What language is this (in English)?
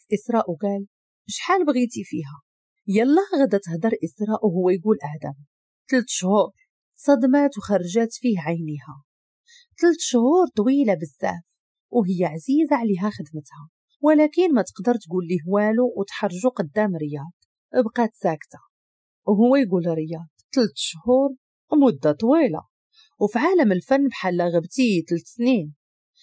Moroccan Arabic